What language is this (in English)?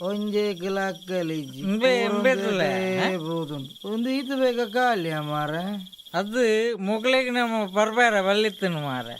Tulu